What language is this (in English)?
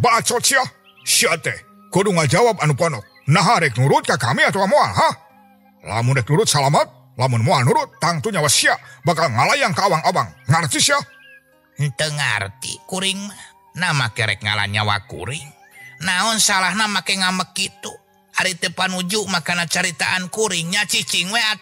Sundanese